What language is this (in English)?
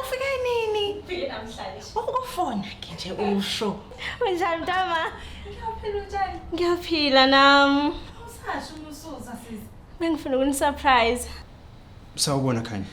Zulu